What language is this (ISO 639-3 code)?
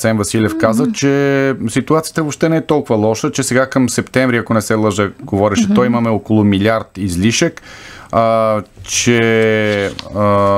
bul